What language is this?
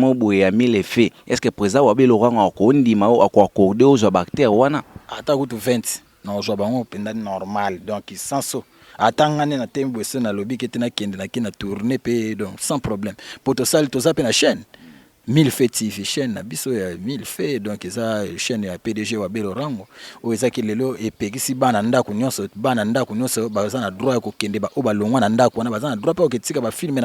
Lingala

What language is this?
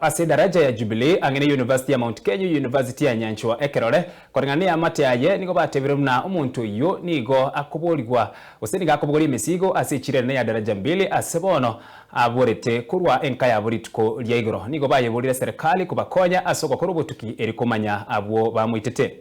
Gusii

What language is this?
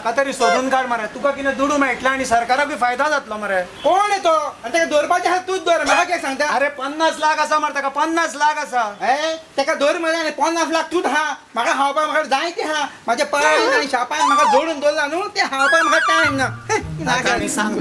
Konkani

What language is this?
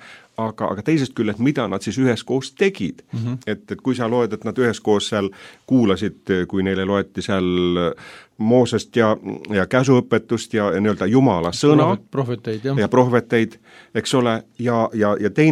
Estonian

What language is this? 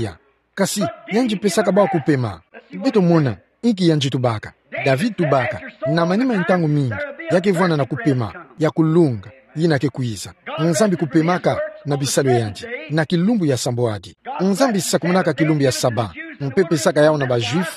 Kituba (Democratic Republic of Congo)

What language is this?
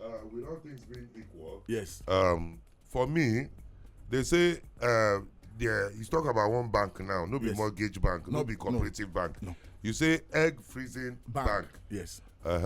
Nigerian Pidgin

